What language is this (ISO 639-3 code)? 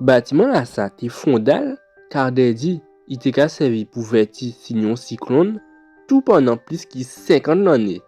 gcf